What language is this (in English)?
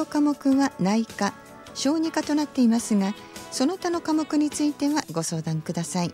Japanese